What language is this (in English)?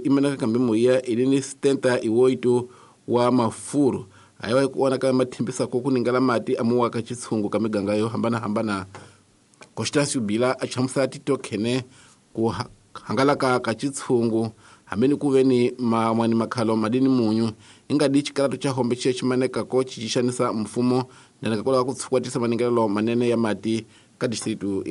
Tsonga